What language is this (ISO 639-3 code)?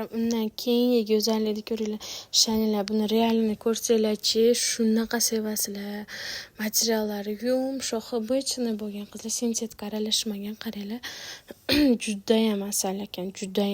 uzb